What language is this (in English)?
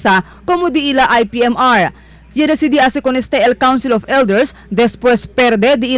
Chavacano